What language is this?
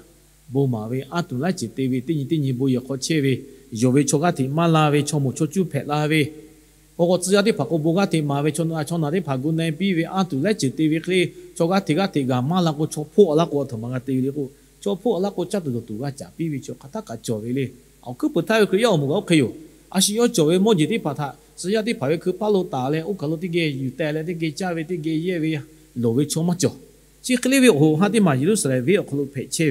Lahu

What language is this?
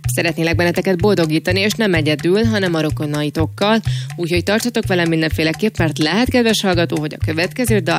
Hungarian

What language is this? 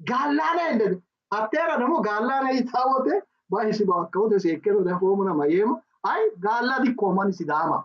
Sidamo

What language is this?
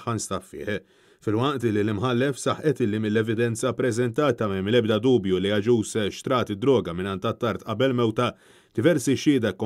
Maltese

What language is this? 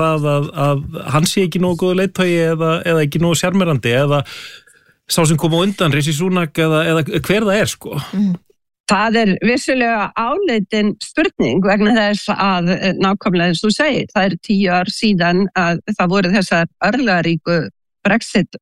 Icelandic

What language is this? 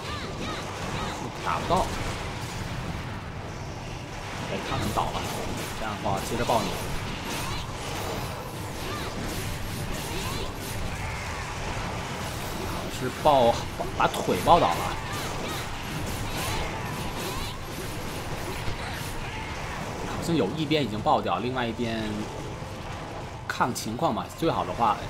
Chinese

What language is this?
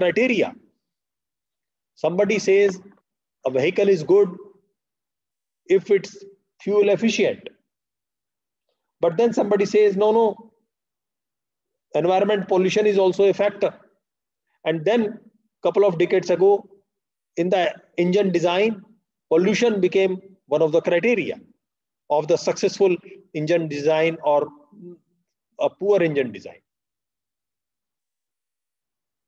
English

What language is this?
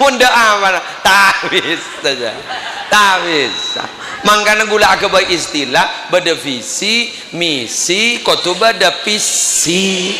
Madurese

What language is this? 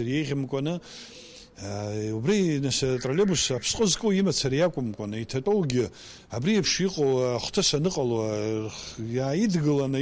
Abkhazian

